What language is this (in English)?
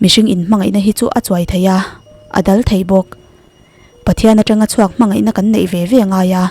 Mizo